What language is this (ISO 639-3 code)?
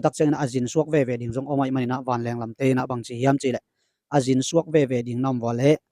ctd